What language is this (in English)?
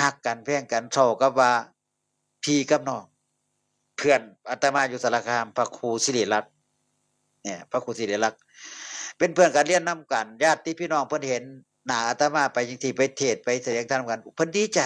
Northeastern Thai